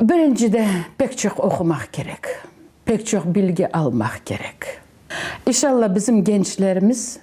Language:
Crimean Tatar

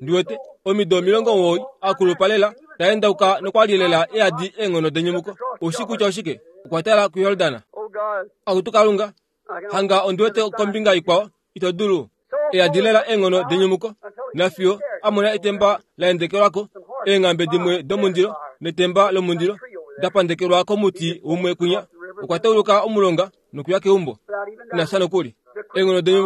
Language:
Kuanyama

